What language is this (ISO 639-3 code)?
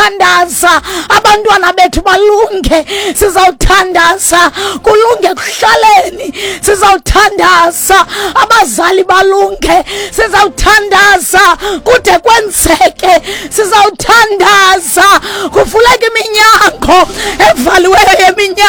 xho